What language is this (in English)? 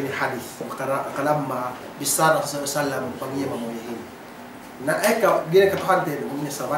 Yakan